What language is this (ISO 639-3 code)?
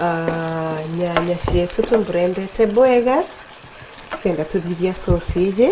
mer